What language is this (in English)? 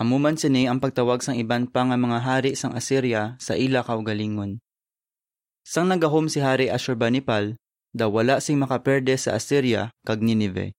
Hiligaynon